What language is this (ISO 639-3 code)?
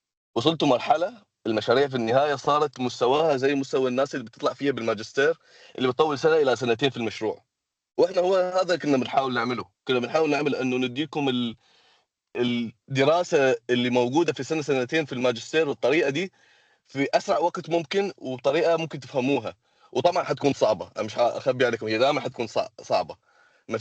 arz